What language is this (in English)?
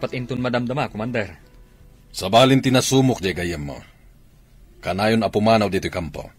Iloko